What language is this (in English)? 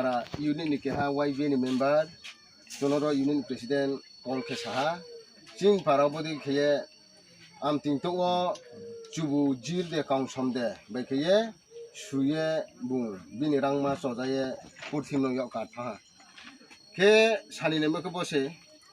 Riang (India)